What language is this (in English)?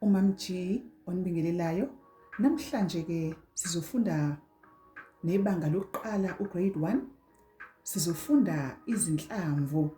Zulu